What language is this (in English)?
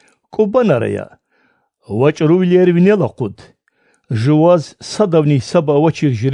Lezghian